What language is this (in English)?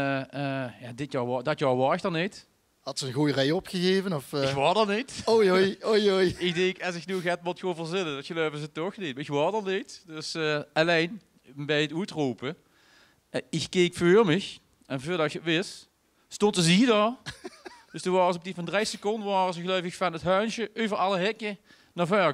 Limburgish